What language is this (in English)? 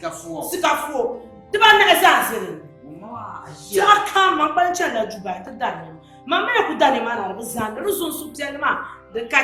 Dagbani